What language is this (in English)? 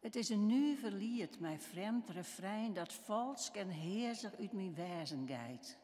Western Frisian